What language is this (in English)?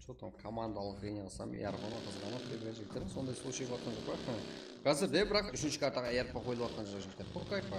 Kara-Kalpak